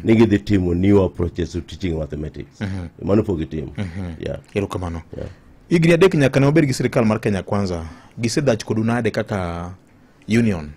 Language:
Luo (Kenya and Tanzania)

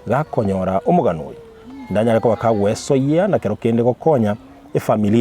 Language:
Gusii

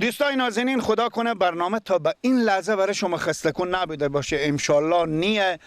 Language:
Persian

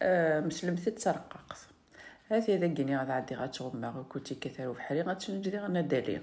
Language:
Kabyle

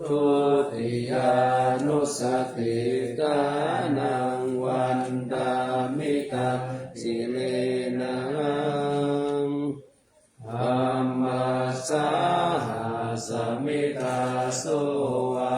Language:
Pali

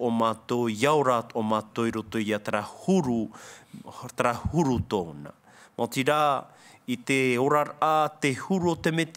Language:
Tahitian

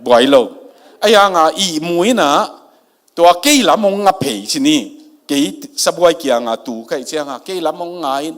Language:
Tedim Chin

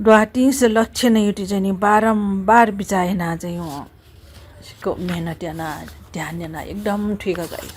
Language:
Newari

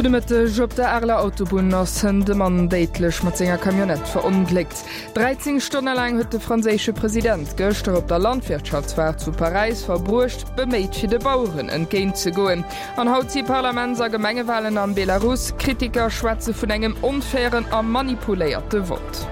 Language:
Luxembourgish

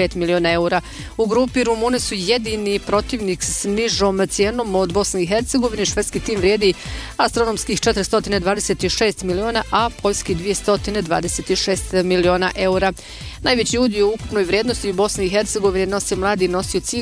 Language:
Bosnian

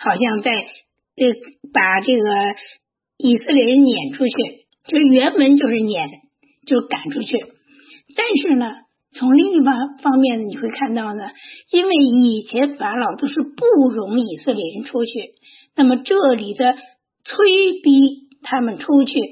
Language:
Chinese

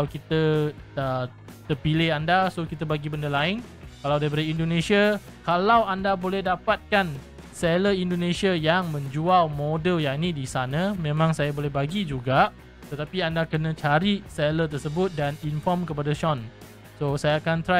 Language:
Malay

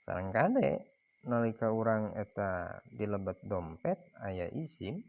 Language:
Sundanese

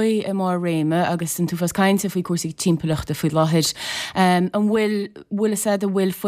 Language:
Irish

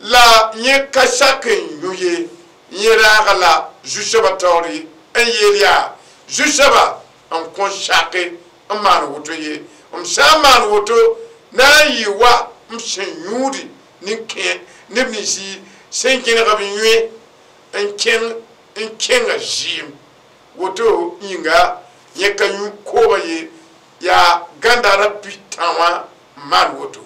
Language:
Mossi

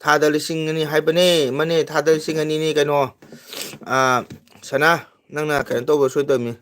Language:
Manipuri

